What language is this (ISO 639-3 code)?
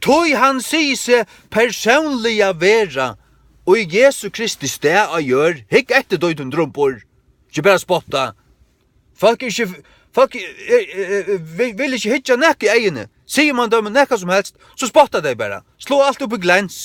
fao